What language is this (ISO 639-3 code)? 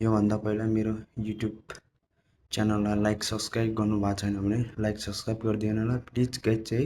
nep